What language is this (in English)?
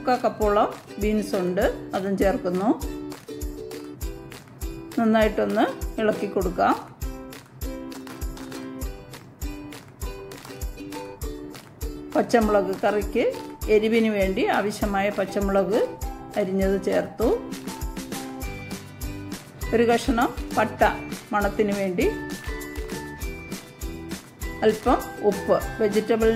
Malayalam